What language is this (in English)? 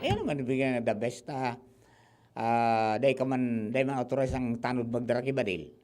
Bikol